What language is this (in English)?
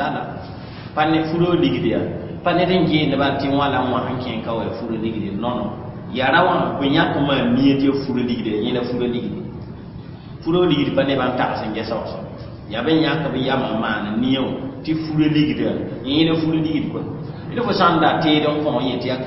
Mossi